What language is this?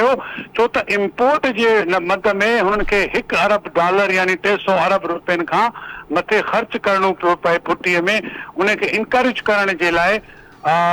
Sindhi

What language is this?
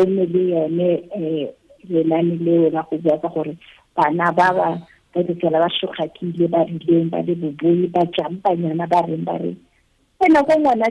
Tswana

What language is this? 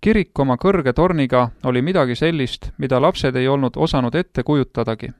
Estonian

